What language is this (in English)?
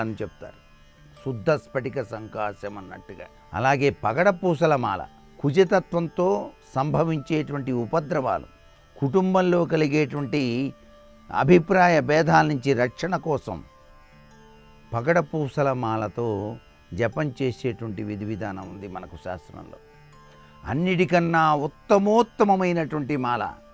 Telugu